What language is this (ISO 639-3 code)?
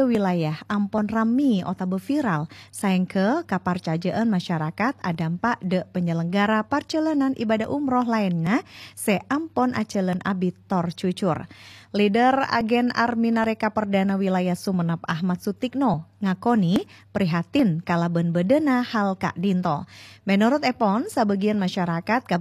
mad